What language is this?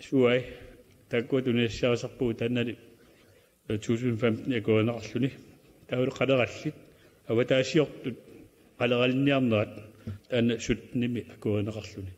Kalaallisut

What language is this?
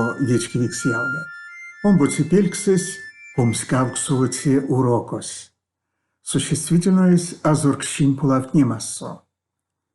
Erzya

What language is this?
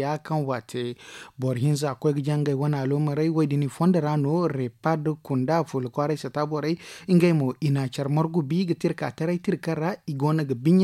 Zarma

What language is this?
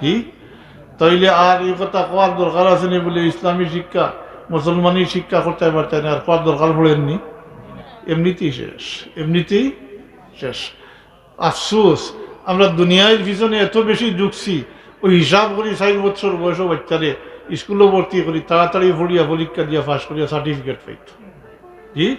Sylheti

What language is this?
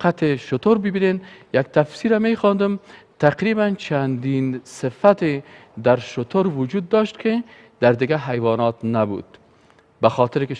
Persian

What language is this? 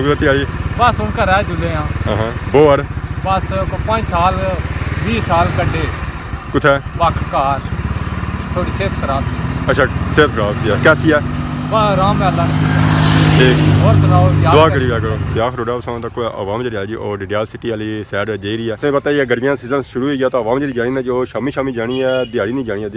Pahari-Potwari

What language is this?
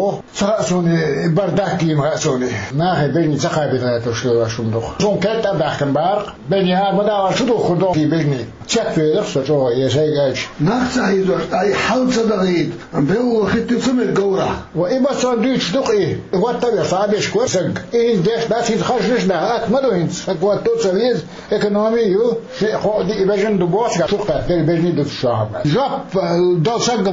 Chechen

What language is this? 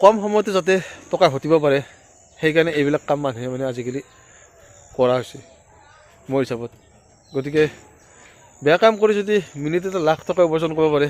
Assamese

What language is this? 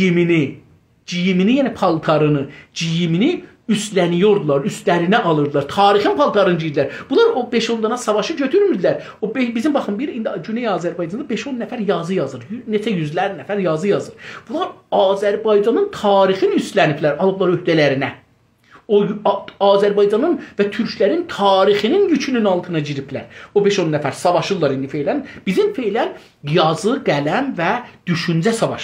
South Azerbaijani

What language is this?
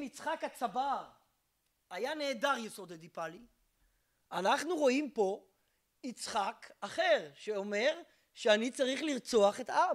Hebrew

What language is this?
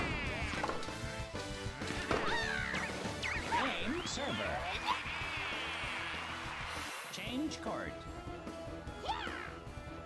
English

